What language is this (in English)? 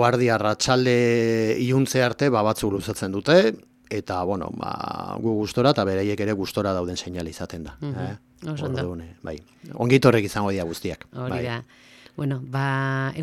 Basque